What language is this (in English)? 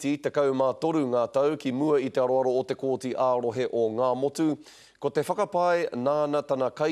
Māori